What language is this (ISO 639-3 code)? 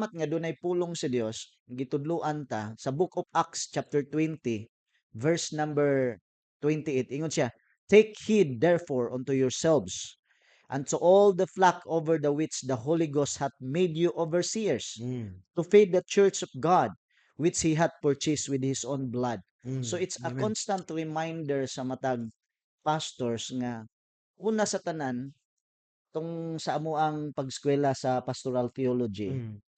ceb